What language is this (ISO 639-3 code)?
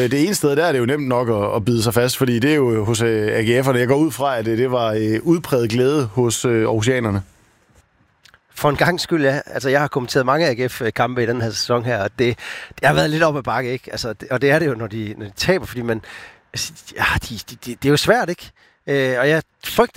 dan